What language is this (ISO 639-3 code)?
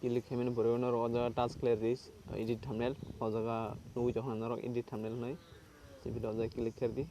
trp